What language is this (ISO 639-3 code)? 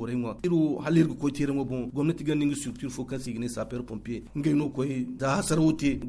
dje